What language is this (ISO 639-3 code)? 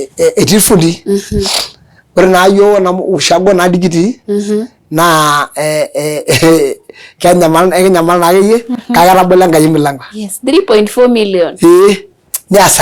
mas